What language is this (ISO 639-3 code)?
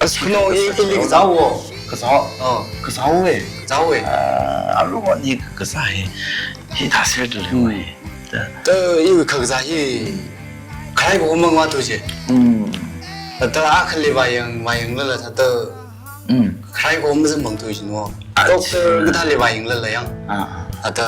nmf